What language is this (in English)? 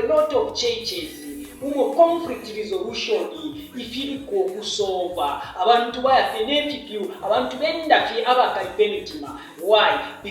Bemba